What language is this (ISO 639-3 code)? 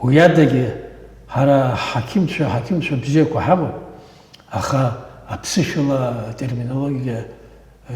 abk